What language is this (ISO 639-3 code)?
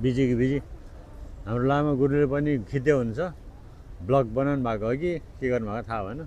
nep